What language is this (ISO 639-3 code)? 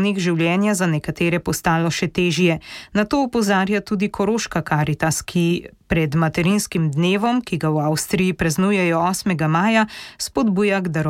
slv